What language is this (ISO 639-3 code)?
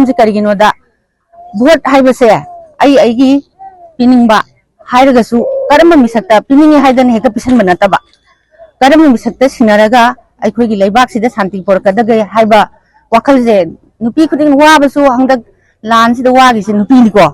mni